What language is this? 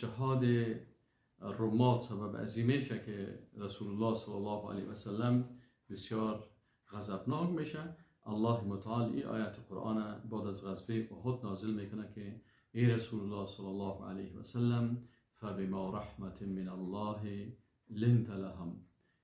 Persian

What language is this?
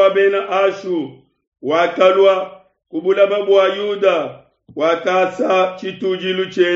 Luba-Lulua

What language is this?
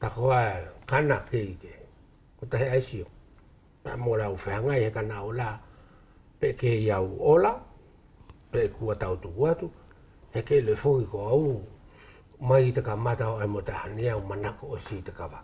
Wallisian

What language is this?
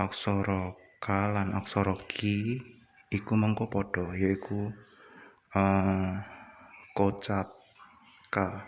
Javanese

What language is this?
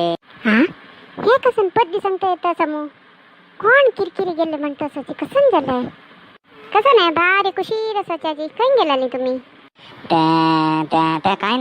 Konkani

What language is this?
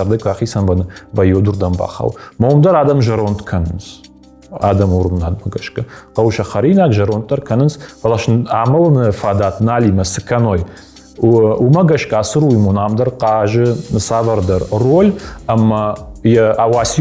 Ossetic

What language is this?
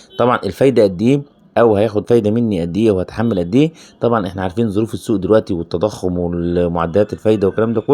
Egyptian Arabic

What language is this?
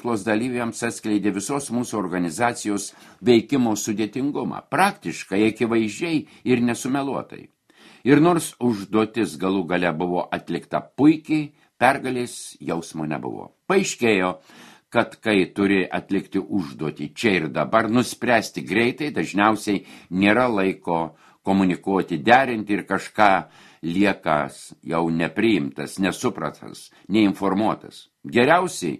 Lithuanian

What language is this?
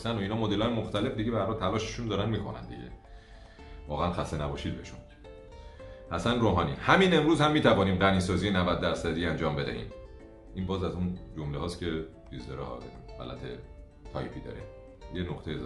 Persian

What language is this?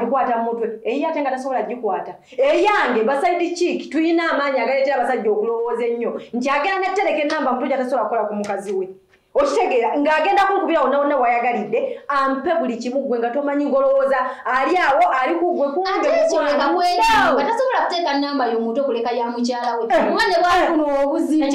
Ganda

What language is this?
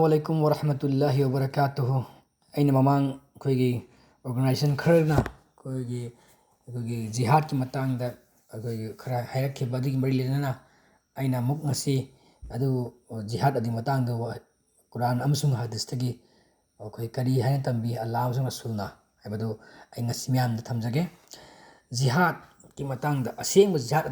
Manipuri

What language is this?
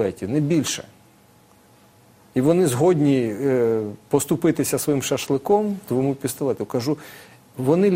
Ukrainian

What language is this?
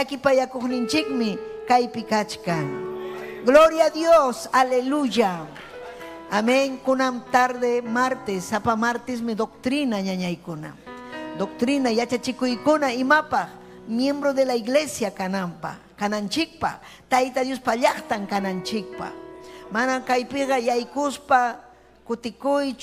Ayacucho Quechua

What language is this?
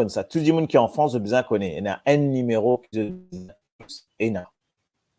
Morisyen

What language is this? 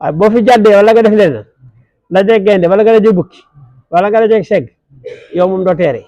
Wolof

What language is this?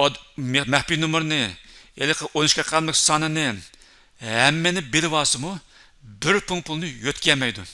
Uyghur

